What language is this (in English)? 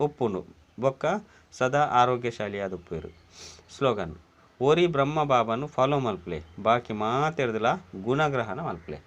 Tulu